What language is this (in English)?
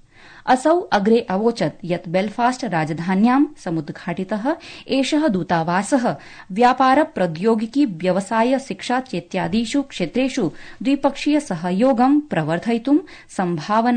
Sanskrit